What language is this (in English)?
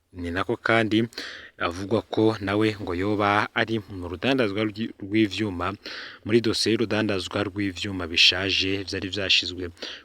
Rundi